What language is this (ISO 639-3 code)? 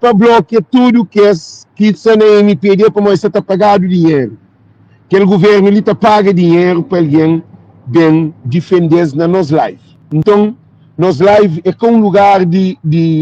kea